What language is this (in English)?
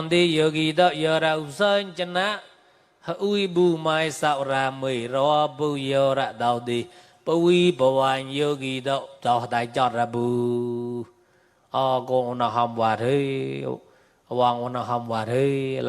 Mon